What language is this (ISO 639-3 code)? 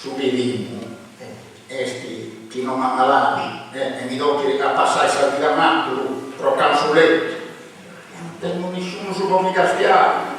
srd